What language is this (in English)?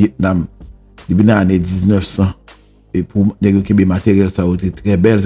Haitian Creole